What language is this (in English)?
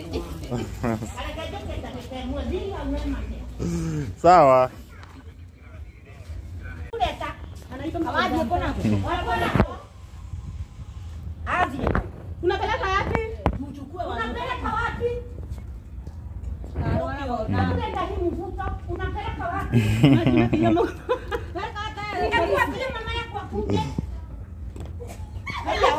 Swahili